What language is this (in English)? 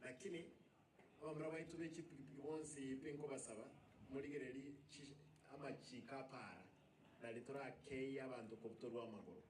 Gusii